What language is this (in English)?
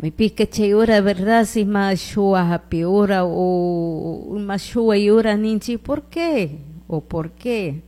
Chimborazo Highland Quichua